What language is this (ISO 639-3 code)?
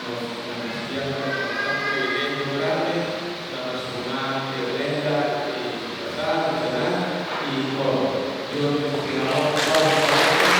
pap